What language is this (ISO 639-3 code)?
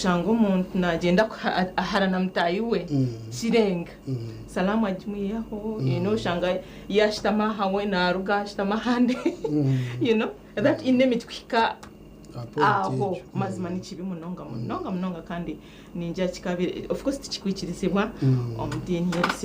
nyn